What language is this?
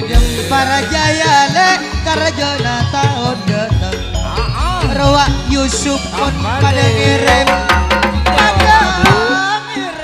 Madurese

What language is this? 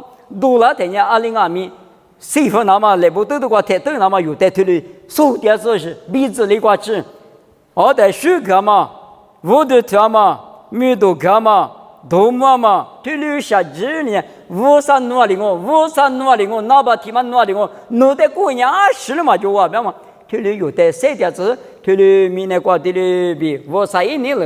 Lisu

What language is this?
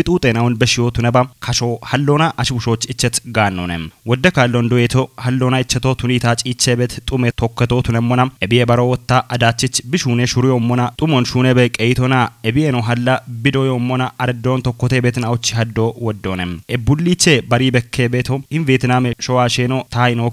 Kafa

